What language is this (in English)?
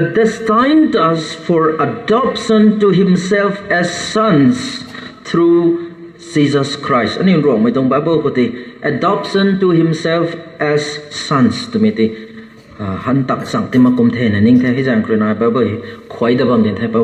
Rongmei Naga